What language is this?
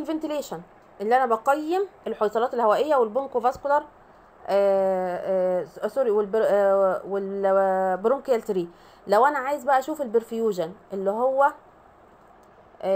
Egyptian Arabic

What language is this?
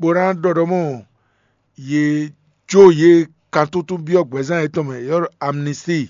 Fon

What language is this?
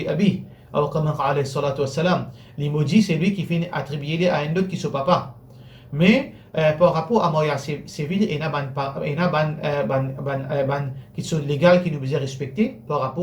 Morisyen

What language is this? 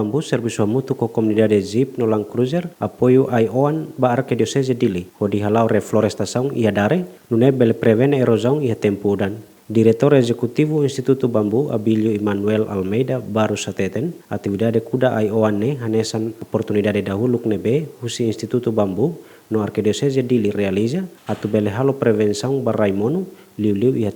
Tetum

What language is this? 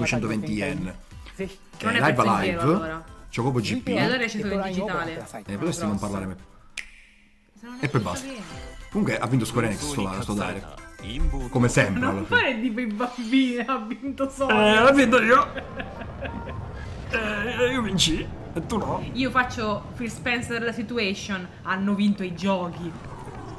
Italian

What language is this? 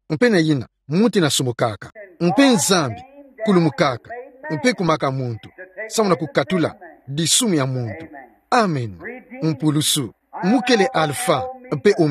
Kituba (Democratic Republic of Congo)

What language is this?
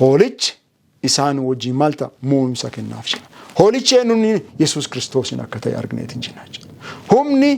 Oromo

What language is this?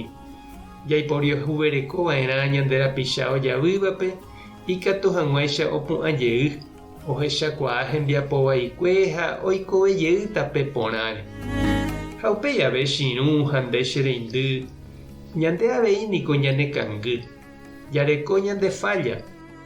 Guarani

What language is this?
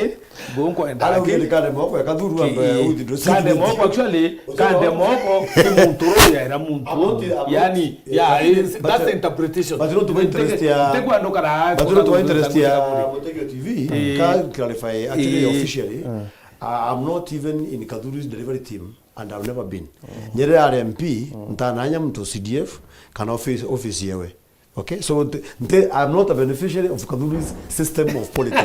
Meru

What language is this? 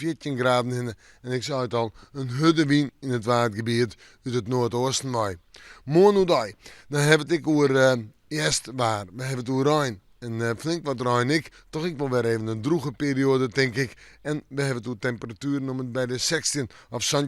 Western Frisian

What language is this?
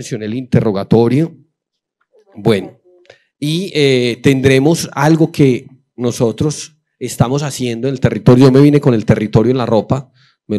Spanish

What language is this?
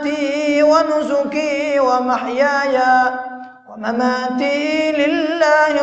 Malay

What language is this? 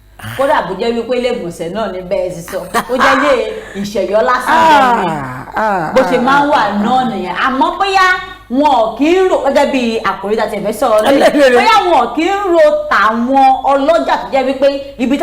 Yoruba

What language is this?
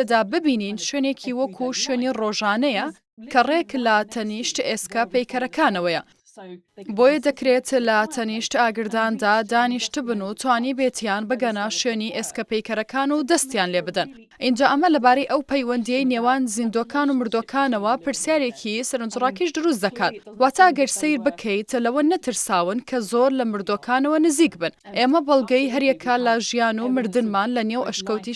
Central Kurdish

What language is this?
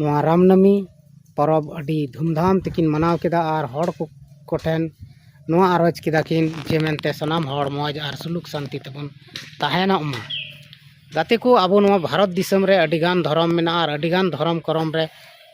Santali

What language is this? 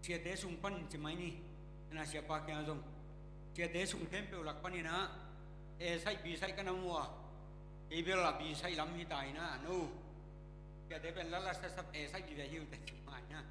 Tedim Chin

